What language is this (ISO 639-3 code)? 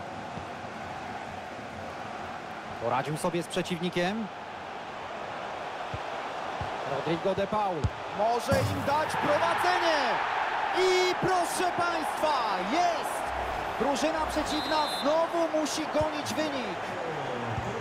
pol